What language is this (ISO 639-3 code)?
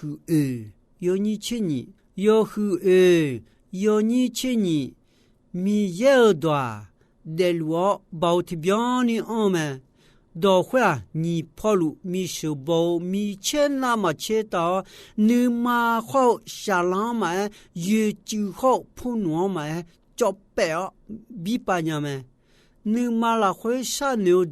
ahk